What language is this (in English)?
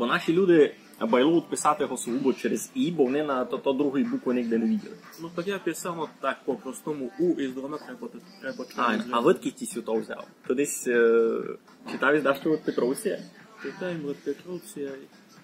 Rusyn